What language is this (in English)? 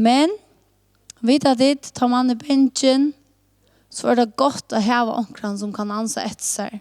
Faroese